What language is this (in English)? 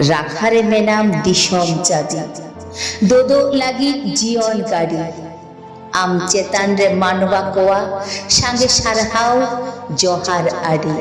Santali